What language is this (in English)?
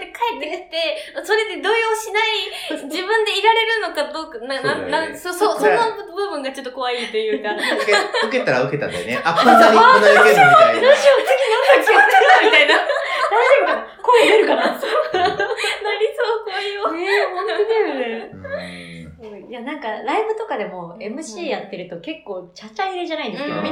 Japanese